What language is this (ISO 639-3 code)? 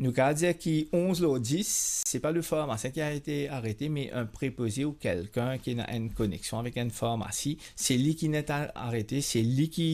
mfe